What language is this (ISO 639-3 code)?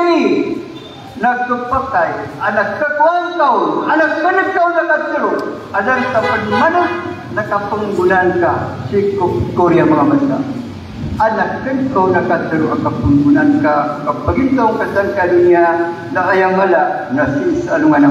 mrw